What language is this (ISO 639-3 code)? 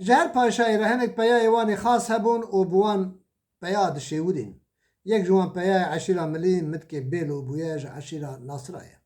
kur